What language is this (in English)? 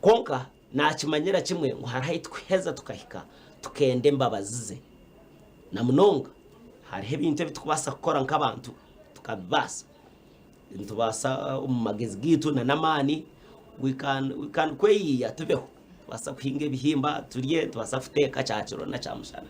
Nyankole